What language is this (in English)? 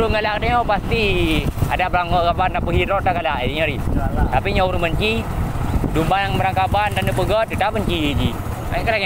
Achinese